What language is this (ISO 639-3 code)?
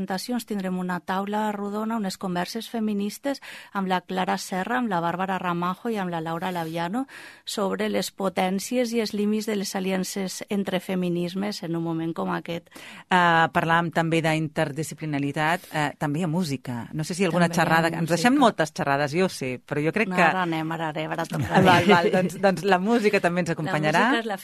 cat